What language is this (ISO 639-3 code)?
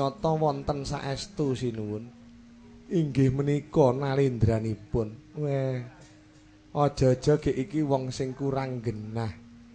jav